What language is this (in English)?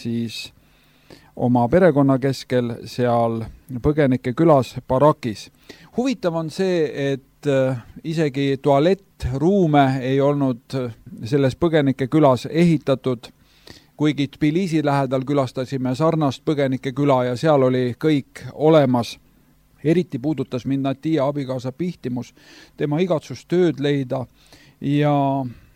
Estonian